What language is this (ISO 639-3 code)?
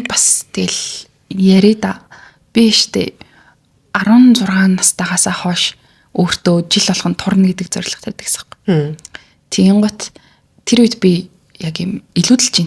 mon